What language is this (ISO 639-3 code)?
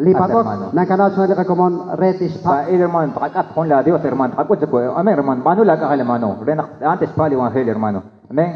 kek